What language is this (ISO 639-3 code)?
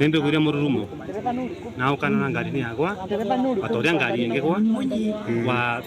mer